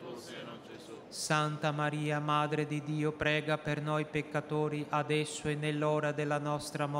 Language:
Italian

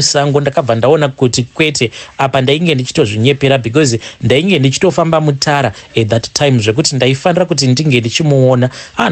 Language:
Shona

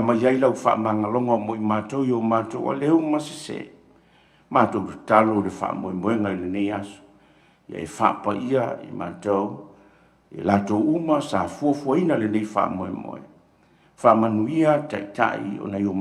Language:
Samoan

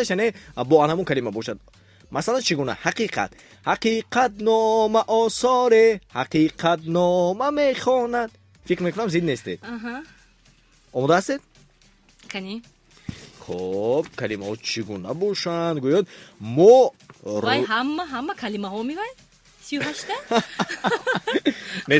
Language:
Tajik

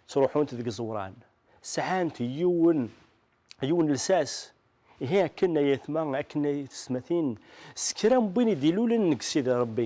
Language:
Kabyle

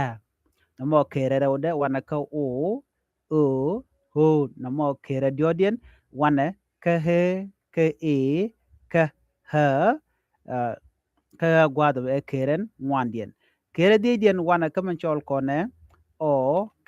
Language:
Nuer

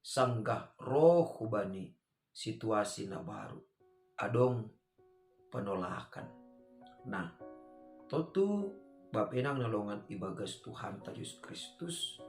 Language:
Batak Simalungun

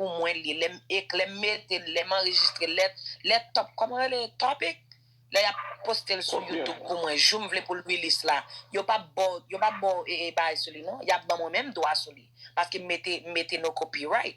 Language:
Haitian Creole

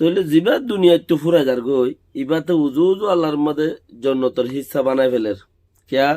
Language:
Rohingya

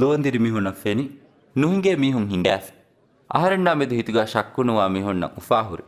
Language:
Divehi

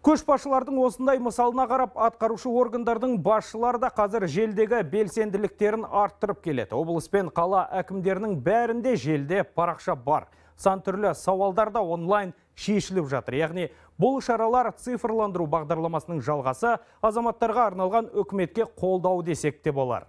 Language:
Kazakh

